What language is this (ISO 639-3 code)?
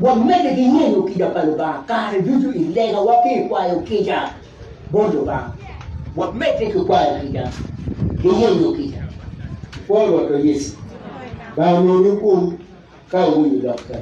ach